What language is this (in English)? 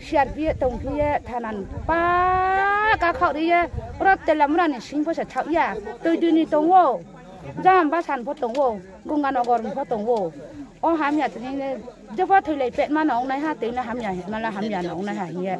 Riang (India)